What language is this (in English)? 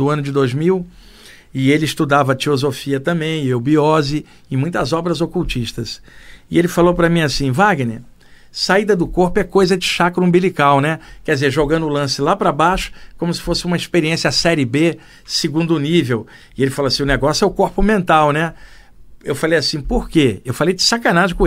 Portuguese